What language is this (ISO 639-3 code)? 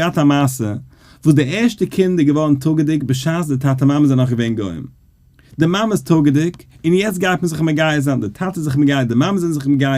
yid